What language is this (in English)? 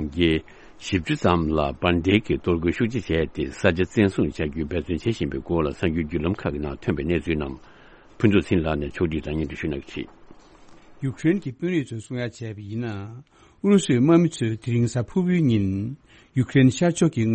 Tibetan